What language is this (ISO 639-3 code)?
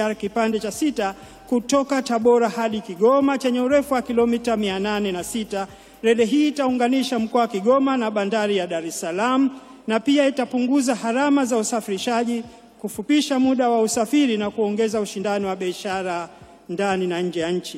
swa